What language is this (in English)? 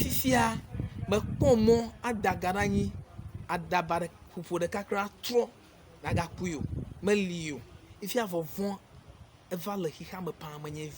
Ewe